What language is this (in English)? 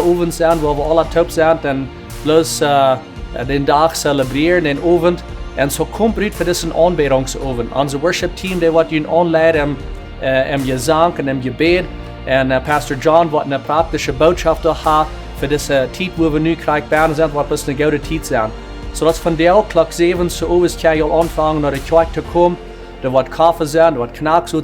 Plautdietsch